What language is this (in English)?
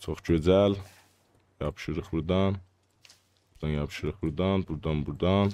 South Azerbaijani